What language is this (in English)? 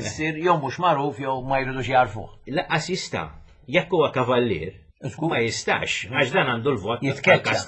Maltese